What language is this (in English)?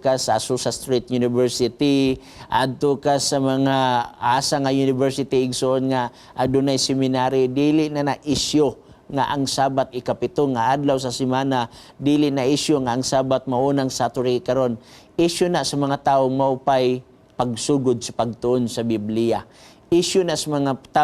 Cebuano